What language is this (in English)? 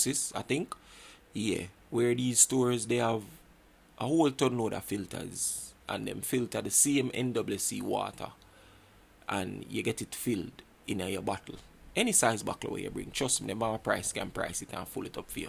Jamaican Creole English